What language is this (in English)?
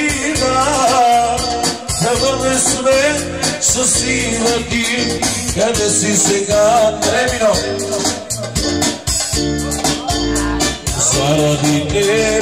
Bulgarian